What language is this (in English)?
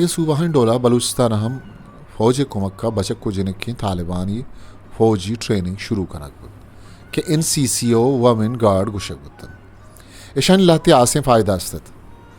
Eastern Balochi